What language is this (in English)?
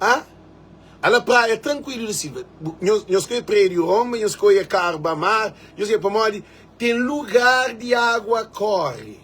Kabuverdianu